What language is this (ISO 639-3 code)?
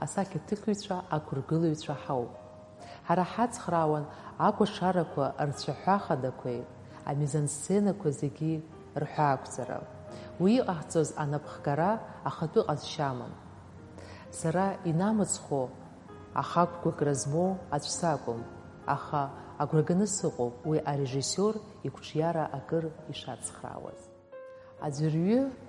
abk